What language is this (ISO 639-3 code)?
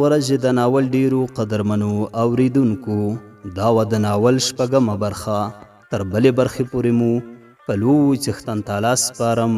pus